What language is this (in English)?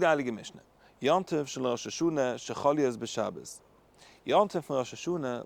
Yiddish